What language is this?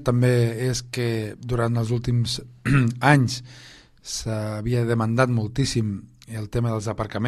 Catalan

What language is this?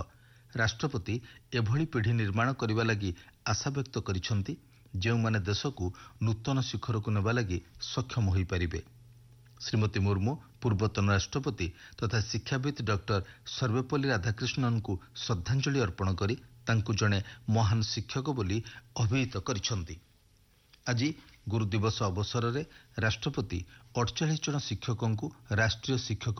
Odia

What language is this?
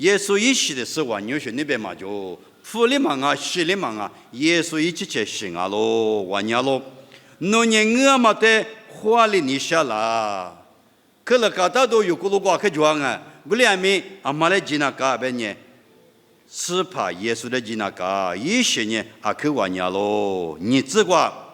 Lisu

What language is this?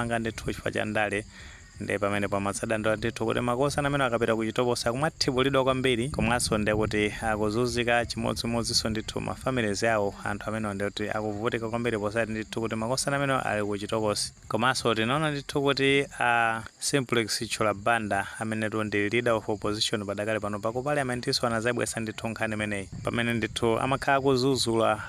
Nyanja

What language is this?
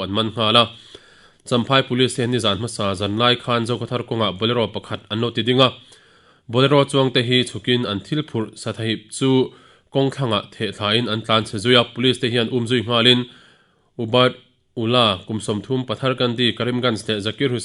Mizo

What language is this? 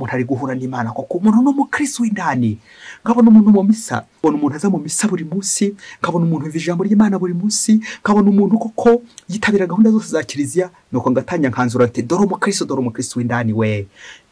Kinyarwanda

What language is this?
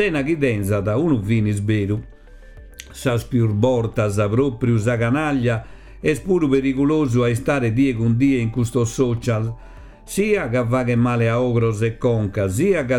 Sardinian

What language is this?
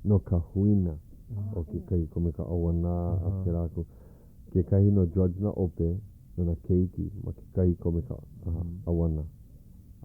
Hawaiian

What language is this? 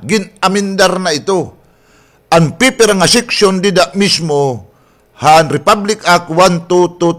Waray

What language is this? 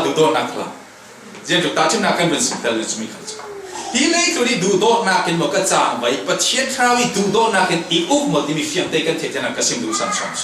Falam Chin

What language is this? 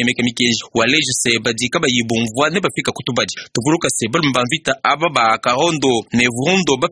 Luba-Lulua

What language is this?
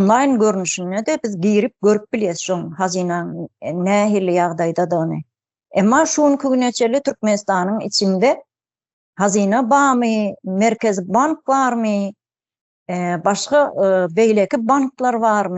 Turkmen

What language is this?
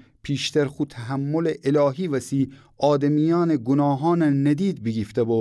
Gilaki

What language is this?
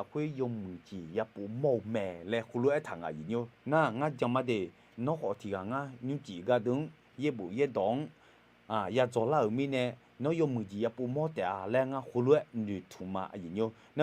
Akha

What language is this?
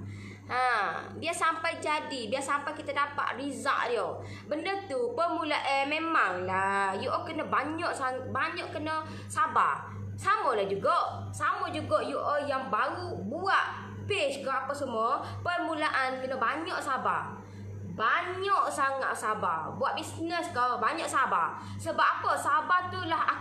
Malay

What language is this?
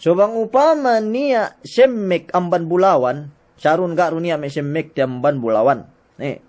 Yakan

